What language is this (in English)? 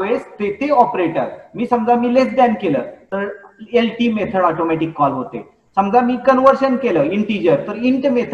Marathi